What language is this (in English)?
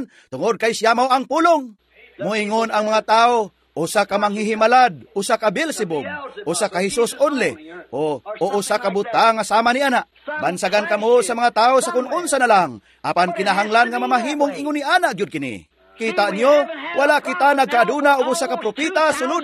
Cebuano